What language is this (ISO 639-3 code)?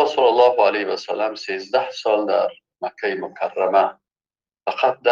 fas